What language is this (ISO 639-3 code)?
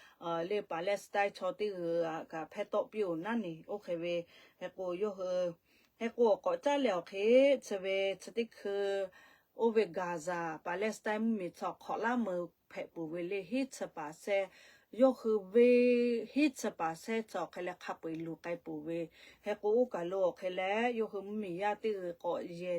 lhu